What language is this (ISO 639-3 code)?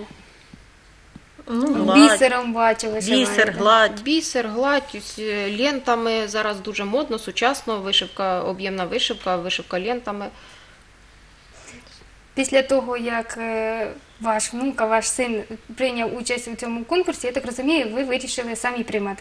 ukr